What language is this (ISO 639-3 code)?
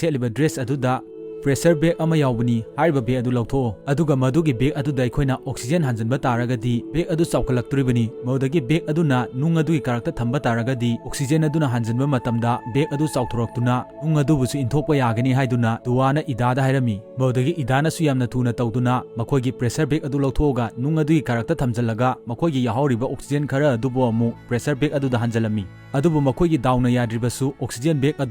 mni